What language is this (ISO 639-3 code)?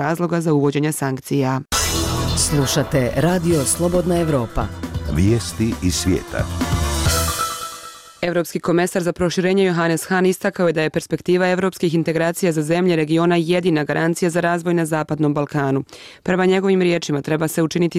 bos